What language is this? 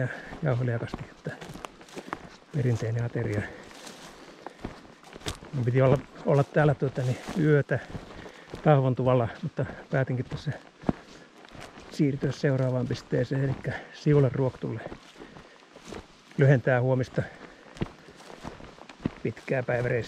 Finnish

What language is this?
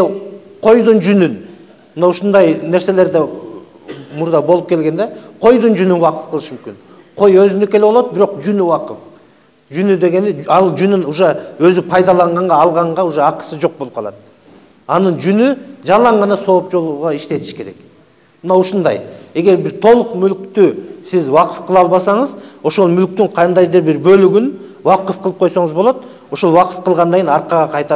Kyrgyz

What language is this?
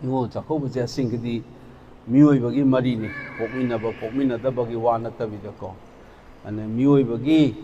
Manipuri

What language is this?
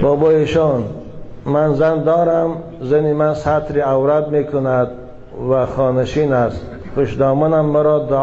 Tajik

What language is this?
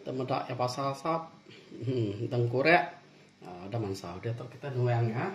Iban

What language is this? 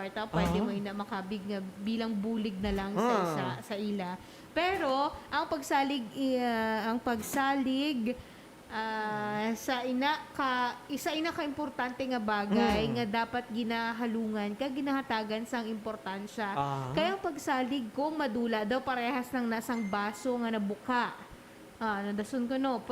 Hiligaynon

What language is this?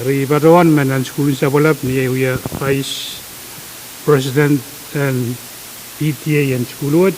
Pohnpeian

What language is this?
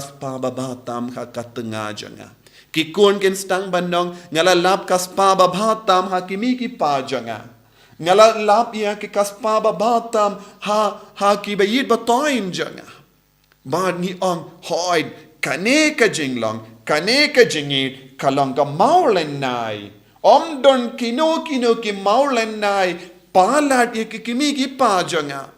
Khasi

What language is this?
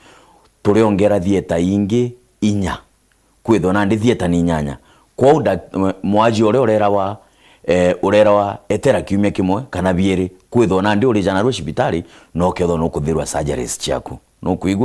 Meru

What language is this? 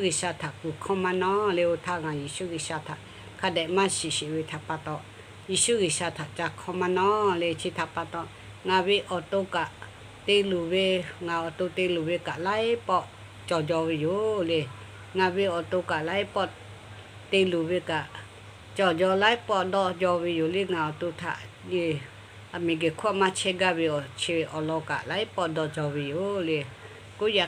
Lahu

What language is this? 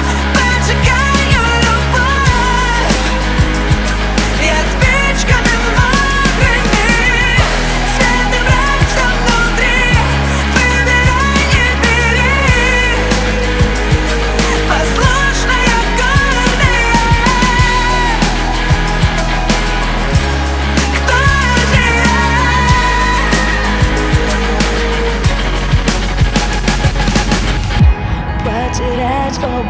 Russian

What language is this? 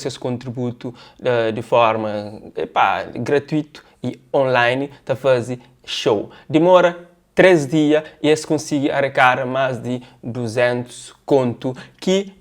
Kabuverdianu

